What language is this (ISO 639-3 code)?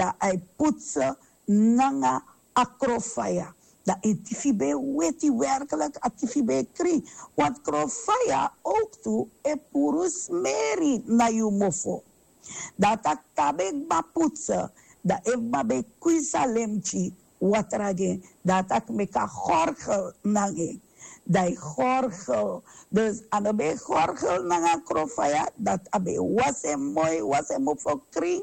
srn